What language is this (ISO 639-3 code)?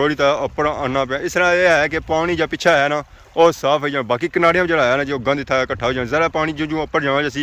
phr